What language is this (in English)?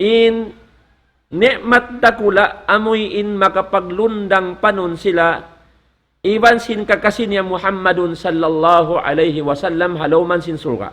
Tausug